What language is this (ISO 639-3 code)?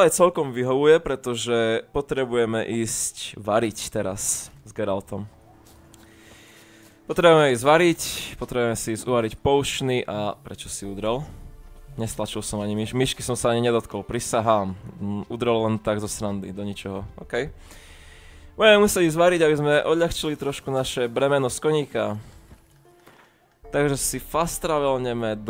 slk